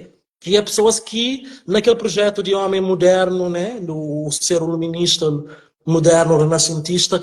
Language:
Kabuverdianu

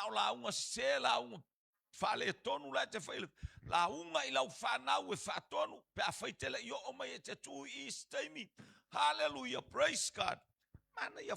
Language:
Samoan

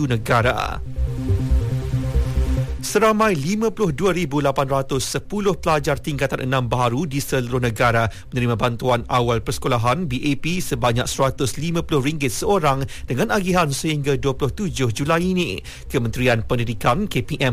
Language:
Malay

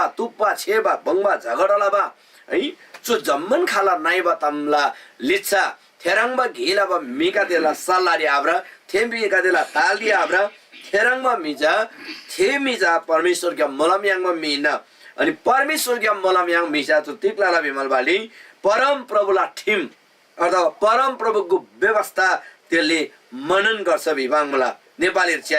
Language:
Eastern Tamang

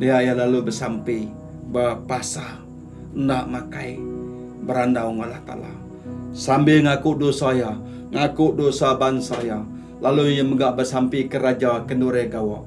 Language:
Iban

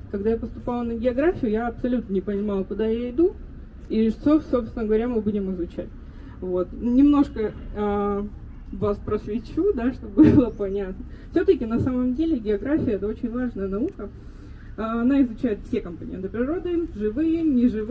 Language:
Russian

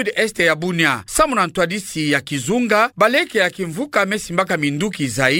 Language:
Kituba (Democratic Republic of Congo)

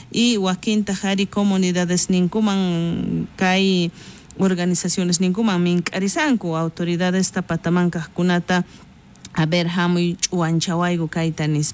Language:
South Bolivian Quechua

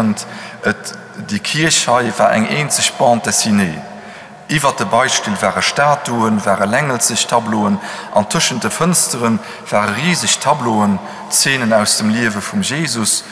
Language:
Luxembourgish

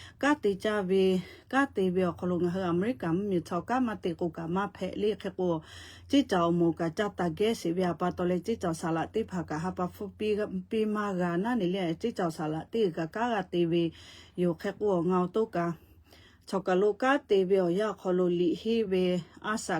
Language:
Lahu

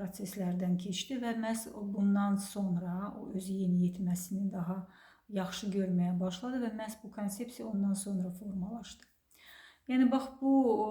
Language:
Azerbaijani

